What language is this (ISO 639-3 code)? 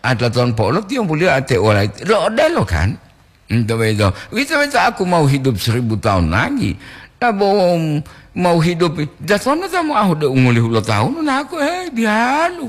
gor